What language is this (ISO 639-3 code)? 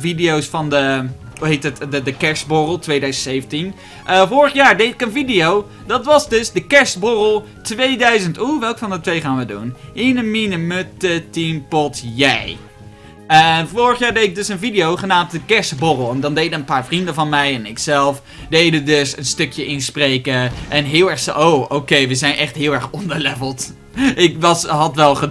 nld